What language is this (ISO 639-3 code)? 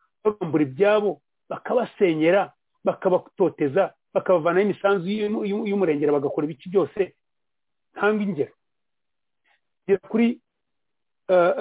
kin